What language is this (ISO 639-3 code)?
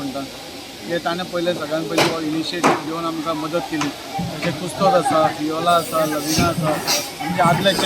kok